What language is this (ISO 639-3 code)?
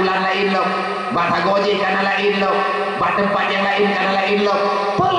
ace